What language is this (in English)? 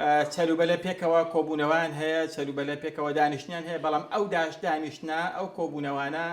Central Kurdish